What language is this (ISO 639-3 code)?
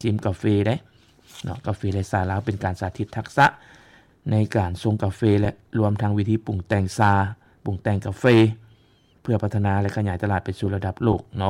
lao